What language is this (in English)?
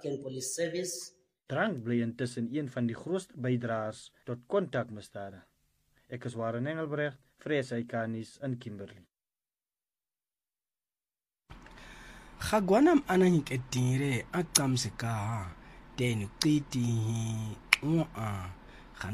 Afrikaans